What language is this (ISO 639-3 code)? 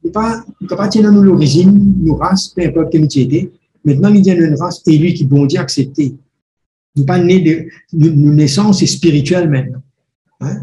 mfe